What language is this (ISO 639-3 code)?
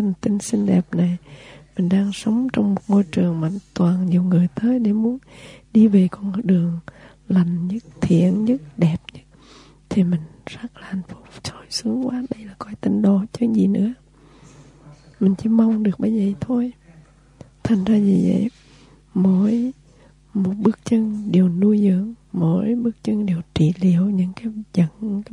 vie